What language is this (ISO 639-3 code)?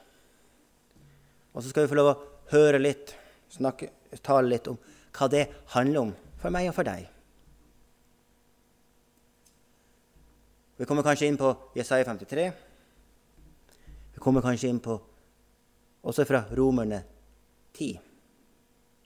nor